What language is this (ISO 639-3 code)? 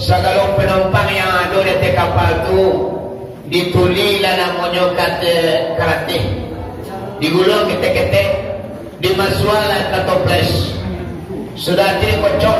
min